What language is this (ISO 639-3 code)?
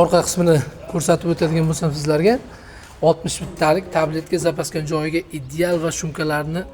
uzb